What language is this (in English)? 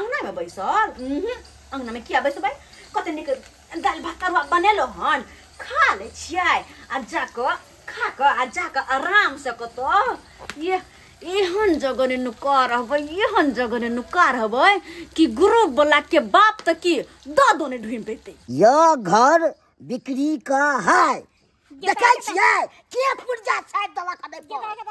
Maithili